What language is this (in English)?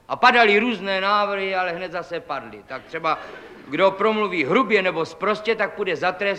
Czech